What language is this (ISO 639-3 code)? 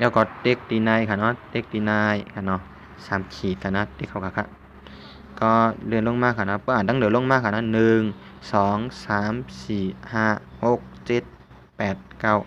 shn